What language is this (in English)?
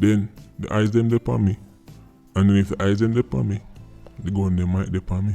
Jamaican Creole English